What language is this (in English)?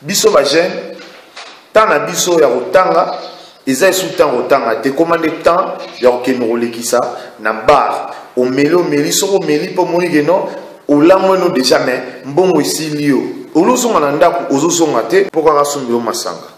Lingala